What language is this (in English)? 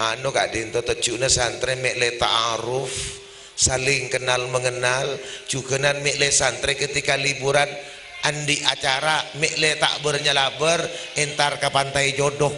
Madurese